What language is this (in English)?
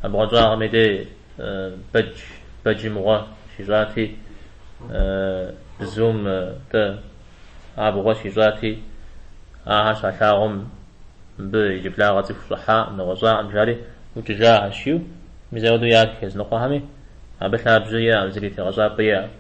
Kabardian